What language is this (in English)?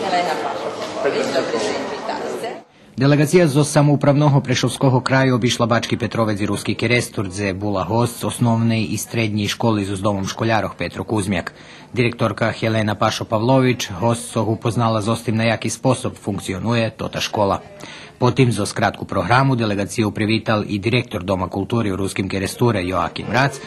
Rusyn